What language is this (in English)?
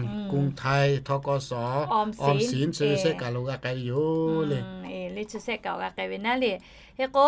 Lahu